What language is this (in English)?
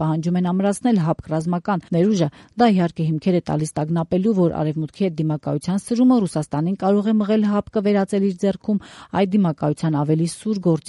Armenian